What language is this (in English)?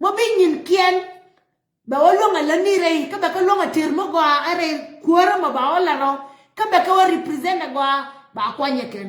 Nuer